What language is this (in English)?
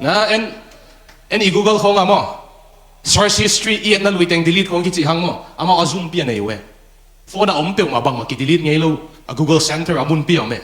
Tedim Chin